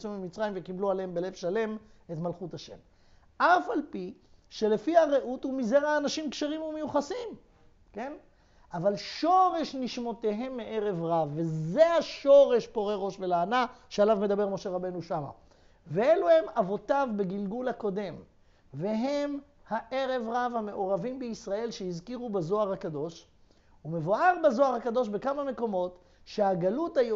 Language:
Hebrew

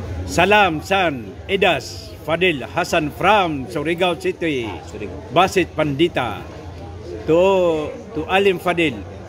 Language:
Maranao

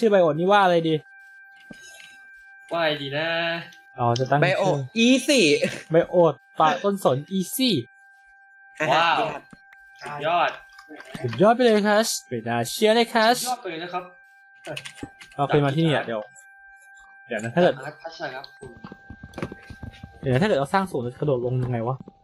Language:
Thai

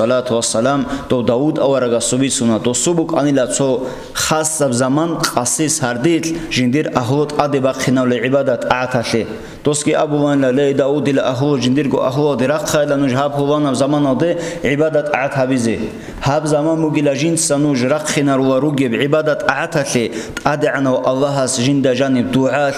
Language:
Avaric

